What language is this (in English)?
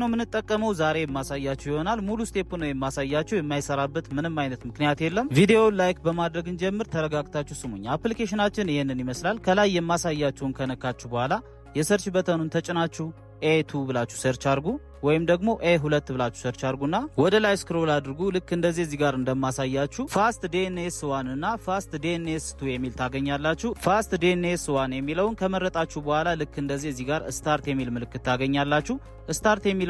Amharic